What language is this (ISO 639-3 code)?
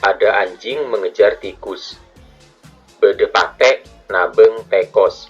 mad